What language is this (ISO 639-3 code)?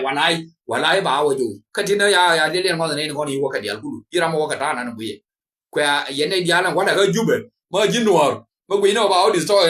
nus